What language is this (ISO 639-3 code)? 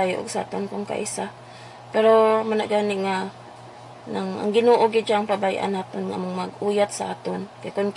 hil